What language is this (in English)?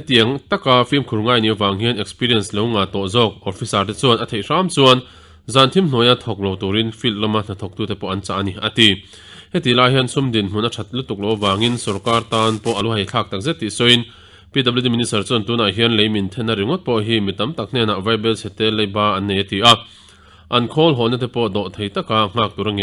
Mizo